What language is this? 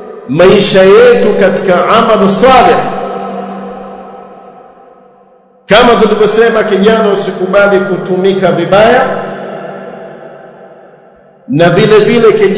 Swahili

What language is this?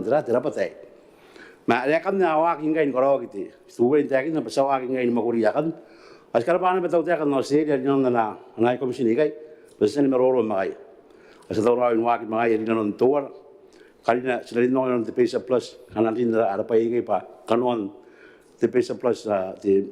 Gilbertese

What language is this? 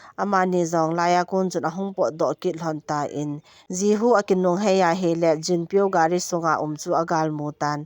Thado Chin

